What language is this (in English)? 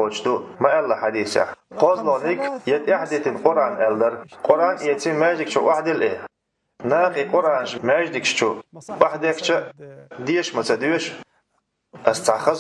Chechen